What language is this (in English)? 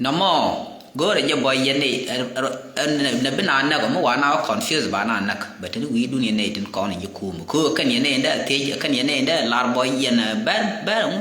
Nuer